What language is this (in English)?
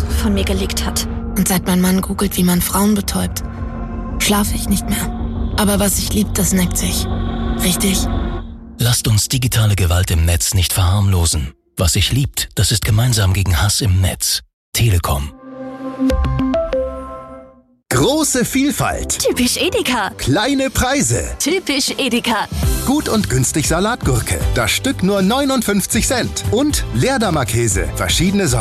German